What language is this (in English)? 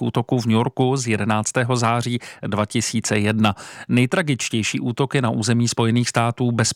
Czech